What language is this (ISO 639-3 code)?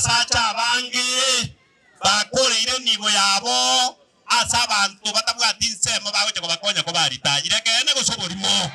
guz